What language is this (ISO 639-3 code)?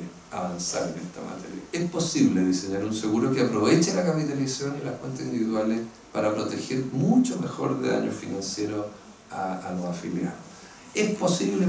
spa